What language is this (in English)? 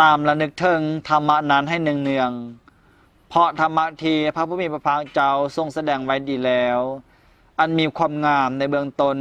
Lao